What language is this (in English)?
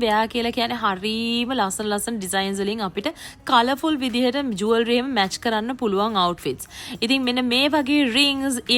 Sinhala